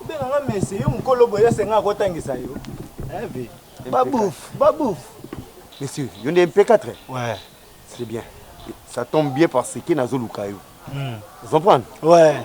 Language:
Lingala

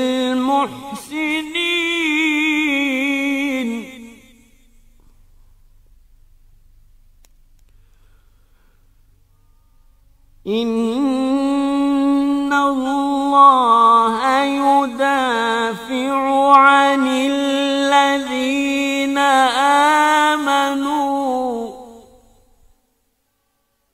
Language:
Arabic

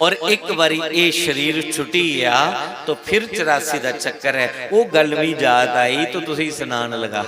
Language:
Dogri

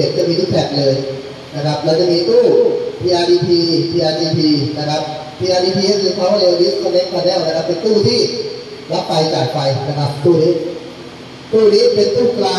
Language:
Thai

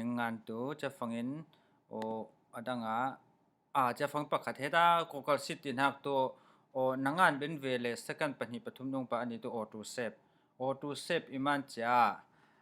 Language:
Falam Chin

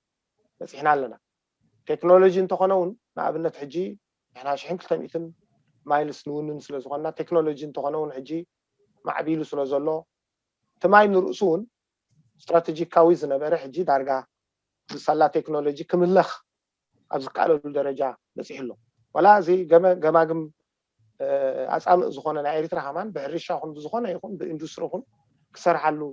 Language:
Tigrinya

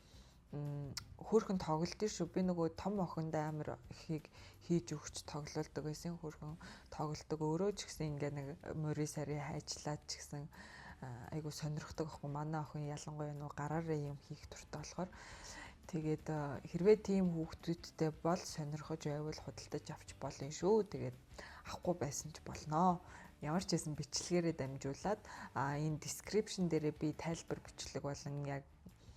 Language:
Mongolian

